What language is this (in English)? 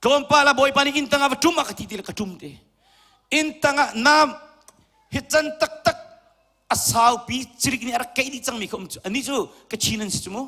Hakha Chin